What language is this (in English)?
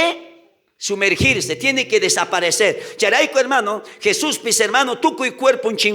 South Bolivian Quechua